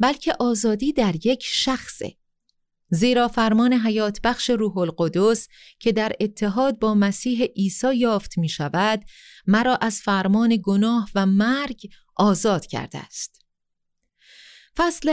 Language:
Persian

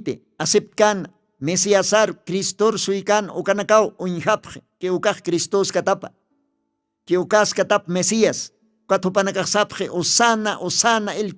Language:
Aymara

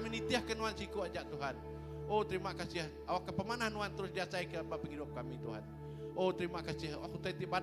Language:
Iban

